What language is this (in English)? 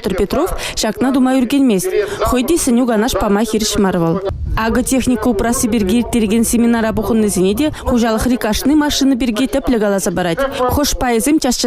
Chuvash